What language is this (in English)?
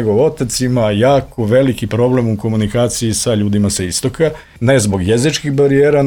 Serbian